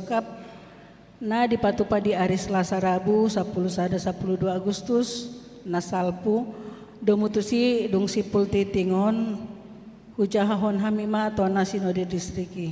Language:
Batak Toba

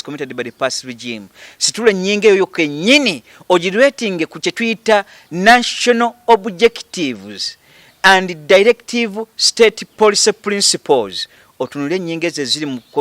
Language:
Ganda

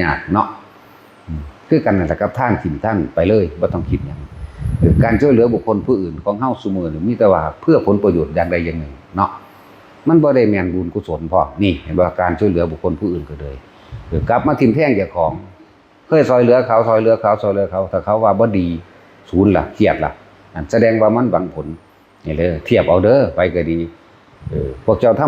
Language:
Northeastern Thai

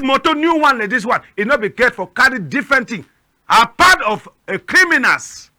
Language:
Cameroon Pidgin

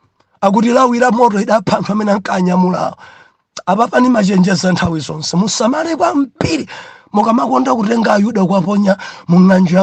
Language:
Nyanja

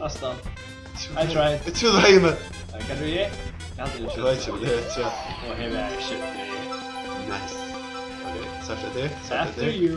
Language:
Faroese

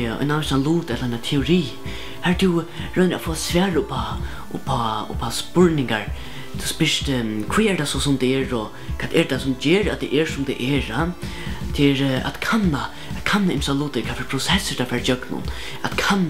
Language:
Faroese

